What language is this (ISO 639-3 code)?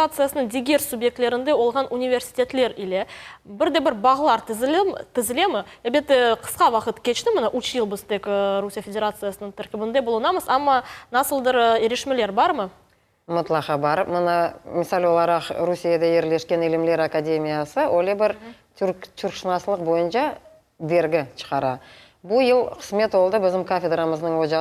crh